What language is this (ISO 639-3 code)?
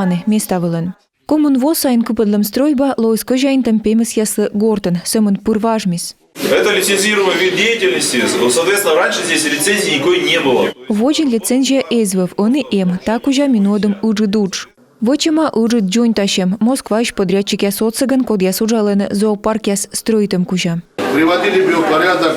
kom